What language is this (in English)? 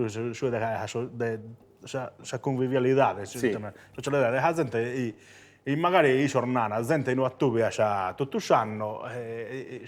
Sardinian